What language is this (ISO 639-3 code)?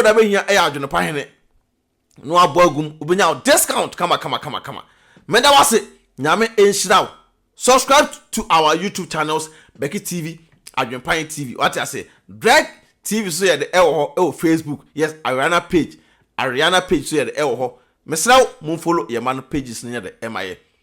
aka